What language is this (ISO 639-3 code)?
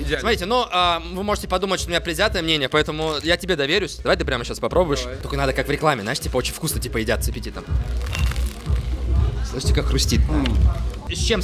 rus